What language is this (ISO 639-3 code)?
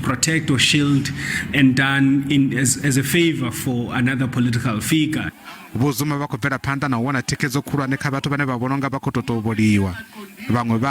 ven